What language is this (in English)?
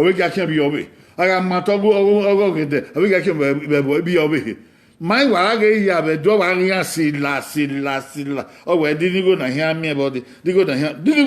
Bini